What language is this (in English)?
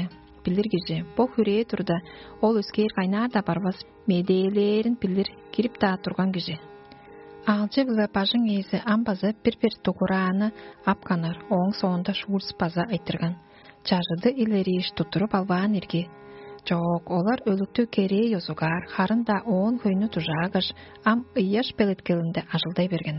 Tuvinian